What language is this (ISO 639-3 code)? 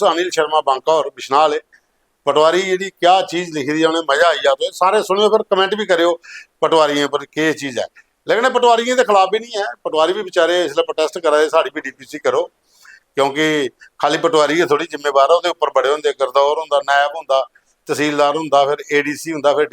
doi